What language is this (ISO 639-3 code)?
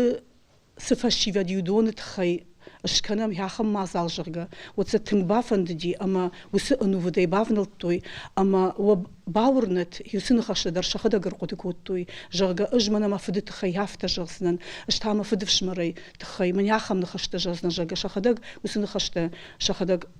oss